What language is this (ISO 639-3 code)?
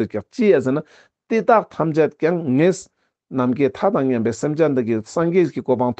lbj